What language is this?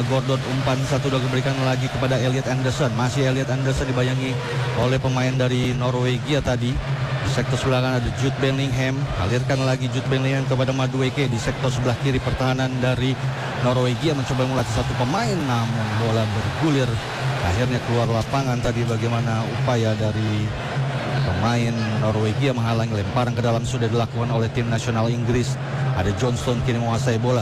Indonesian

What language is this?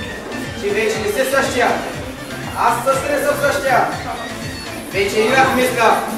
Bulgarian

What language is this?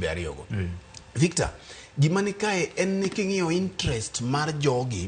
Luo (Kenya and Tanzania)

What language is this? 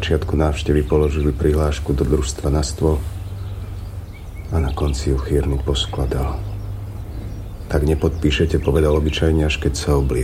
Slovak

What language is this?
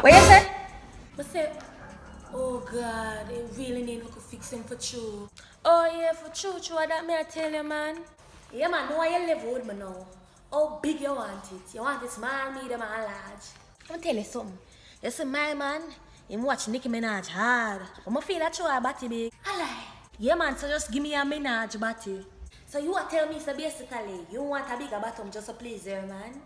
Jamaican Creole English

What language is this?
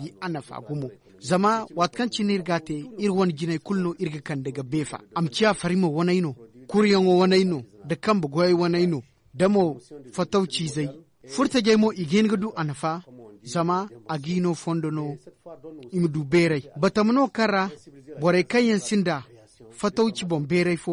Zarma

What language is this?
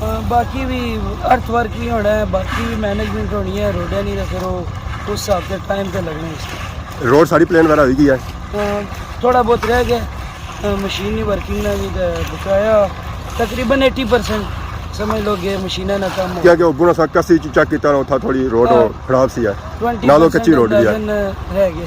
Pahari-Potwari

